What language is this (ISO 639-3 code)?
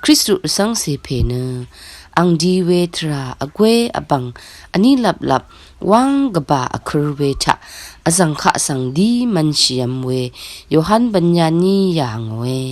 raw